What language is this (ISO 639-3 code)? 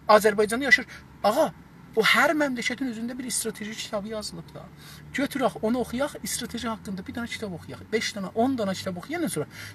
azb